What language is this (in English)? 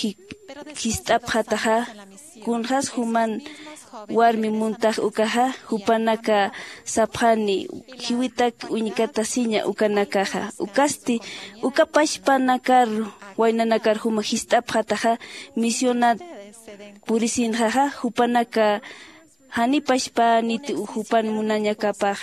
Aymara